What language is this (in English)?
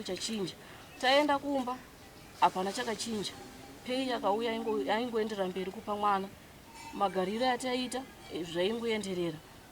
Shona